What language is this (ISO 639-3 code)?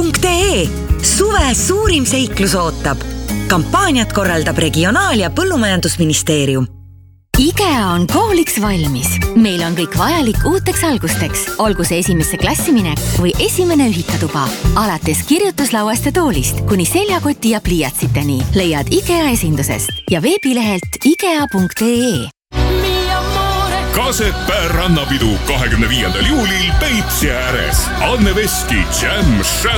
est